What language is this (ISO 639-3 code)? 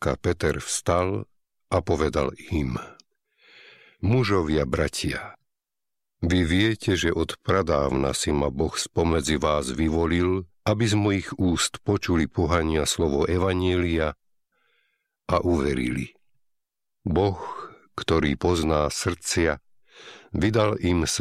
slk